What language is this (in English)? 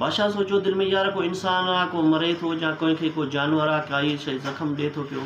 Sindhi